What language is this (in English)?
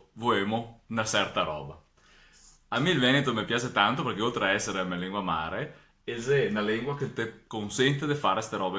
Venetian